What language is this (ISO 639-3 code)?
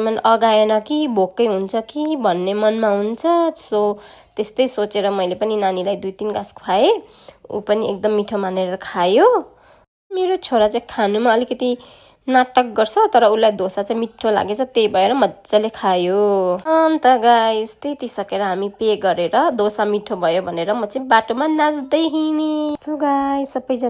nep